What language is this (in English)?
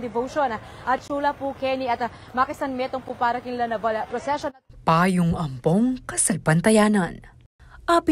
Pampanga